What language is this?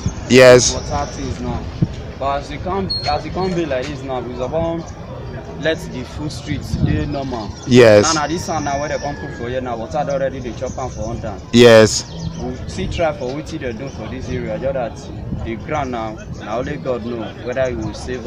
Nigerian Pidgin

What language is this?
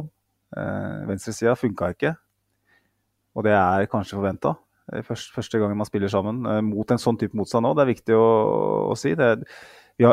Norwegian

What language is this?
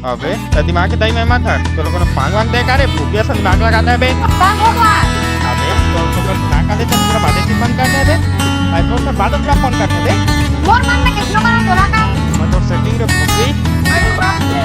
Chhattisgarhi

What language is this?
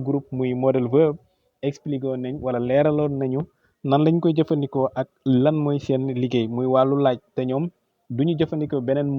Wolof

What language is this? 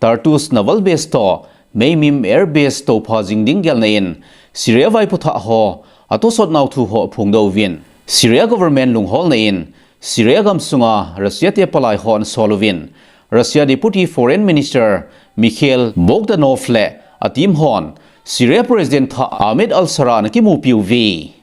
Thado Chin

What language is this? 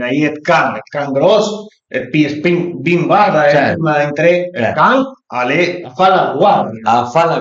Piedmontese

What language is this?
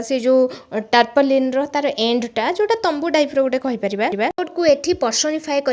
Odia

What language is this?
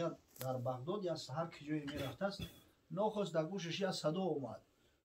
Tajik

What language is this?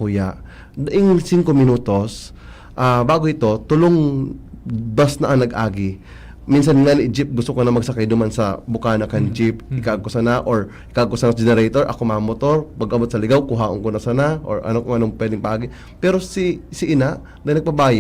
Bikol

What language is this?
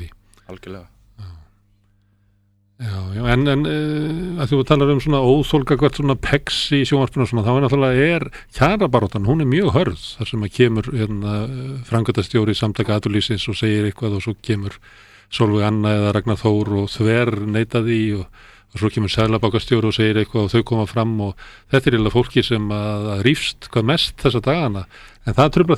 Icelandic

